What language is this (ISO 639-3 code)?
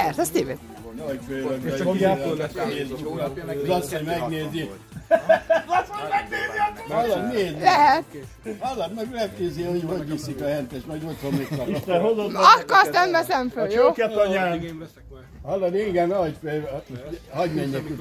hun